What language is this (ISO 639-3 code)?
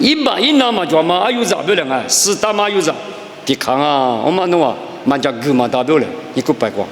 lis